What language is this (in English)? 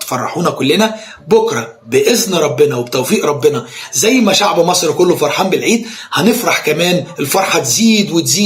Egyptian Arabic